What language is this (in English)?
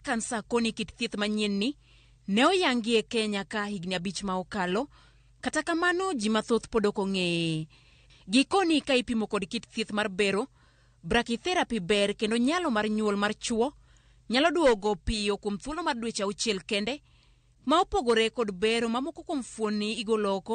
Luo (Kenya and Tanzania)